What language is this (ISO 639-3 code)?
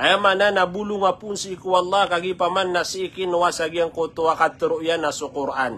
mrw